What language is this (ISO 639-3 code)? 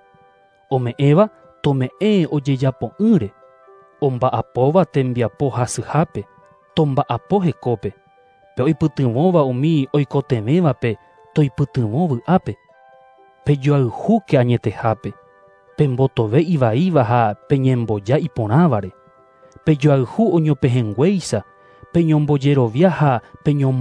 grn